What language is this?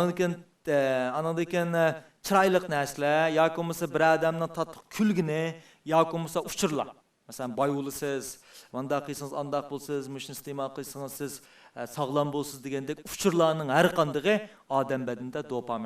Uyghur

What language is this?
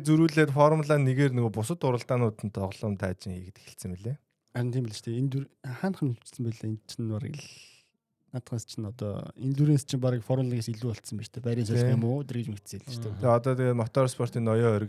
Mongolian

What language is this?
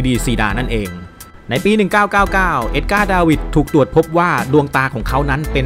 Thai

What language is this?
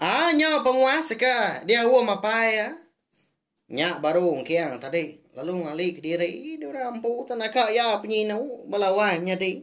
Iban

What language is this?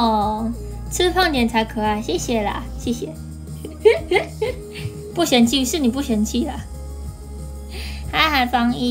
Chinese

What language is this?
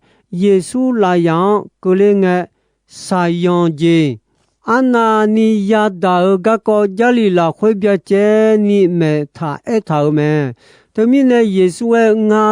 Akha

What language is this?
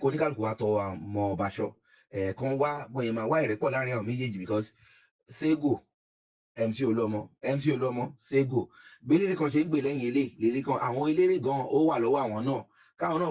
Yoruba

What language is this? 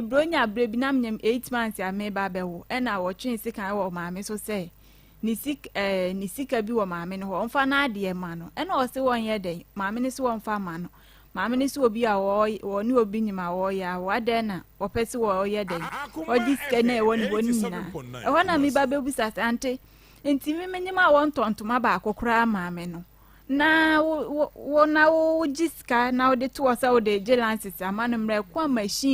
Akan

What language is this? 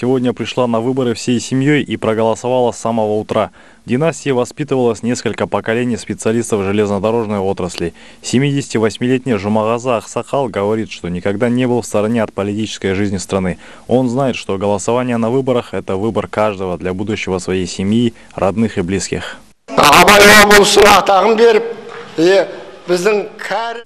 Russian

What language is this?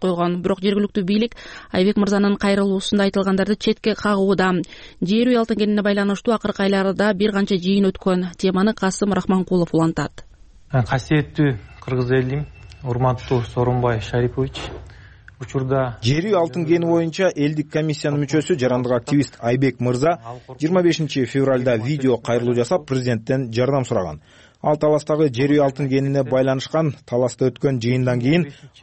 Kyrgyz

